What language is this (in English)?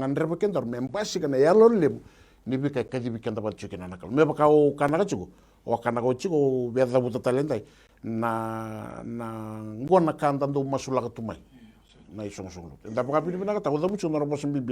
Fijian